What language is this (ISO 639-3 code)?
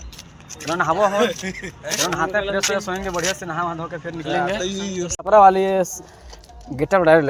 hne